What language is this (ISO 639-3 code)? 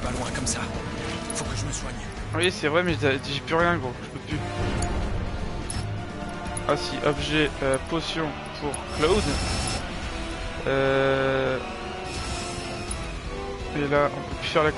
fra